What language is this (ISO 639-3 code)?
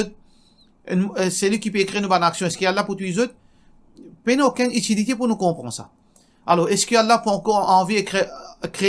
mfe